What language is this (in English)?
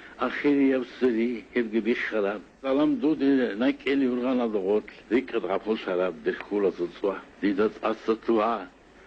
Avaric